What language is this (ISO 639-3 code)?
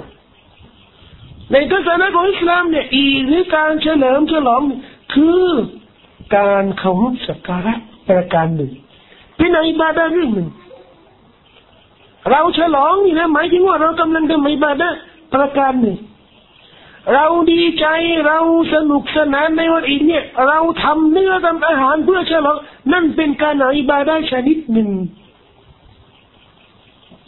tha